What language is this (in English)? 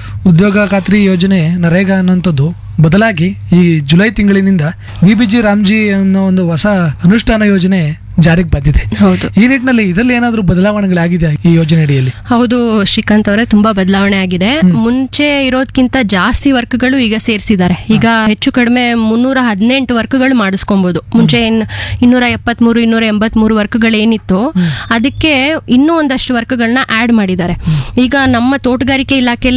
Kannada